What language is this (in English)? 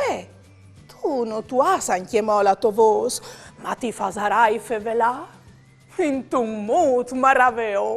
Friulian